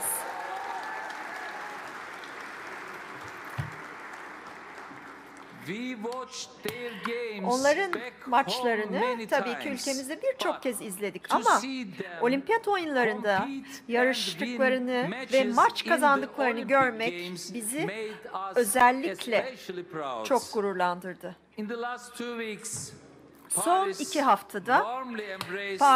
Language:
Turkish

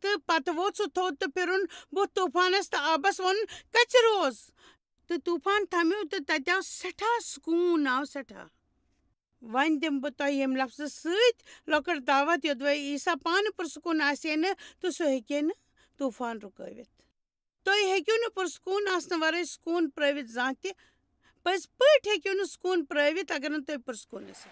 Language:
Kashmiri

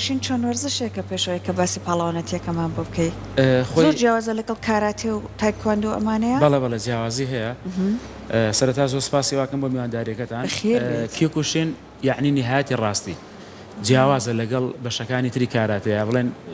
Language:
Central Kurdish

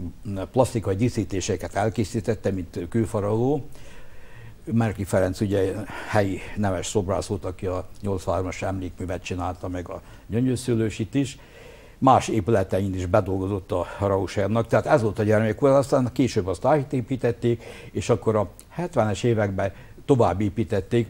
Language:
Hungarian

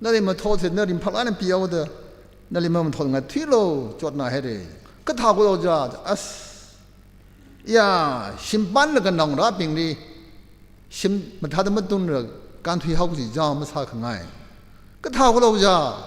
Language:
Tangkhul Naga (India)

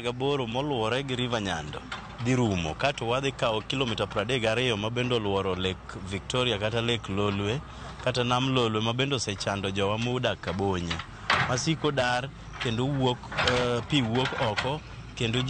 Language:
Luo (Kenya and Tanzania)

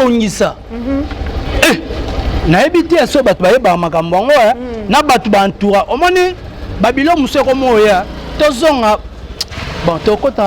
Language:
Lingala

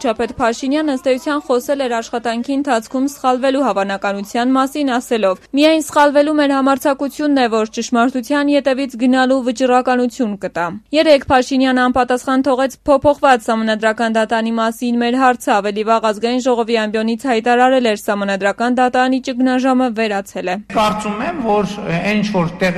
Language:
Armenian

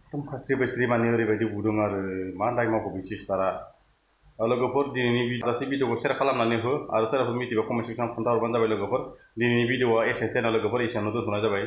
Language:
Bodo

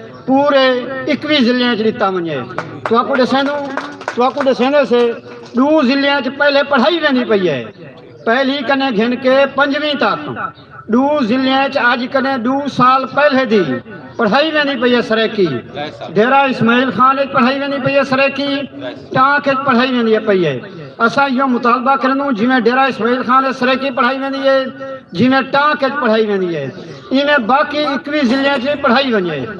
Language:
Saraiki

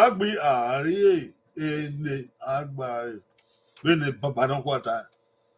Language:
Bini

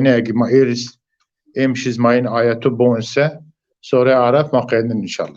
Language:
Zaza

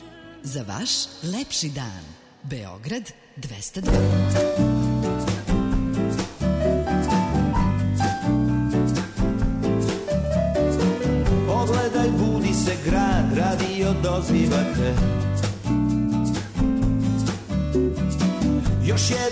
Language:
Serbian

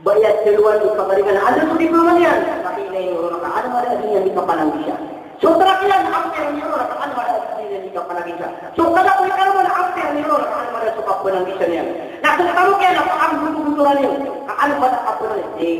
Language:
Maranao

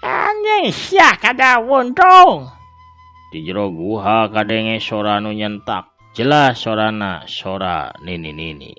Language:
Sundanese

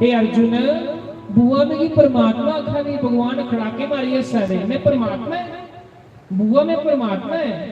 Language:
Dogri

